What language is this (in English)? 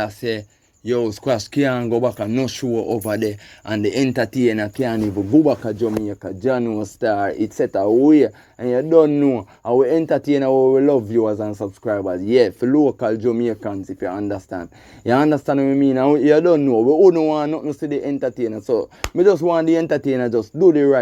Jamaican Creole English